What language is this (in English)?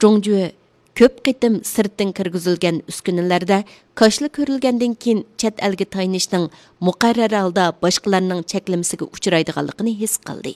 Uyghur